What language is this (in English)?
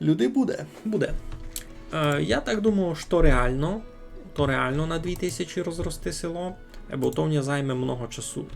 Rusyn